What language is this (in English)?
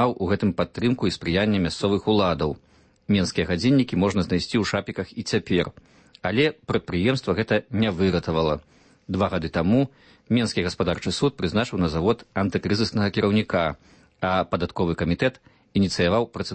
Belarusian